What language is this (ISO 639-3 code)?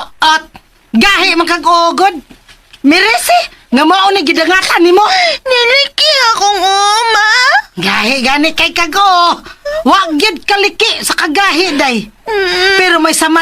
ceb